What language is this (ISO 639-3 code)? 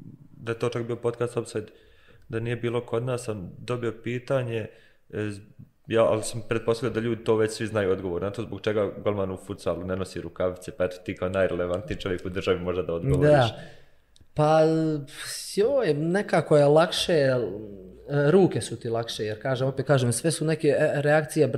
bos